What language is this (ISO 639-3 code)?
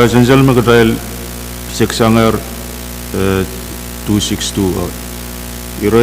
pon